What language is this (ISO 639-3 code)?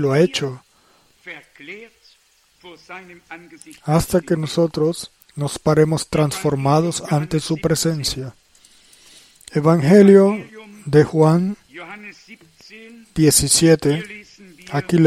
spa